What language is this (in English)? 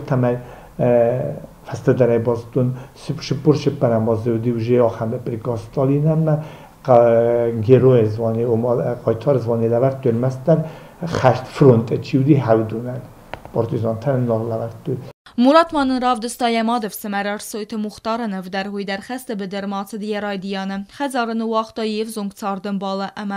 Ossetic